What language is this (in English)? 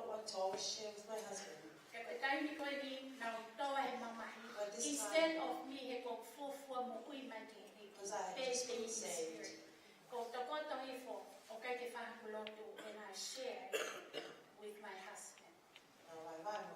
Tongan